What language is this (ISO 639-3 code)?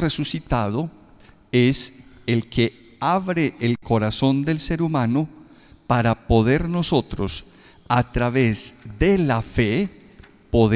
spa